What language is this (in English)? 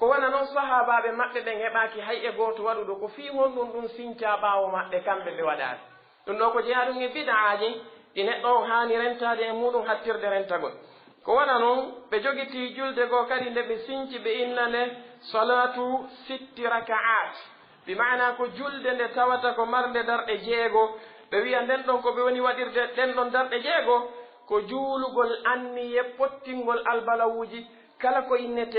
Pular